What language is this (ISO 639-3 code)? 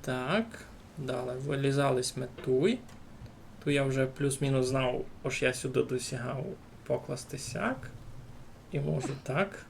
rue